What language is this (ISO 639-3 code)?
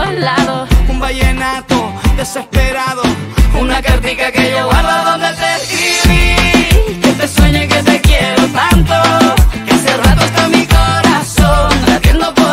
spa